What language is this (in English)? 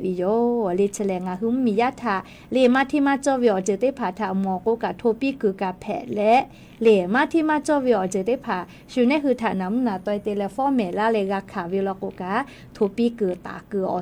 Lahu